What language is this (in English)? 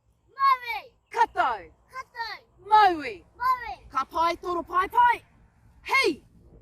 Māori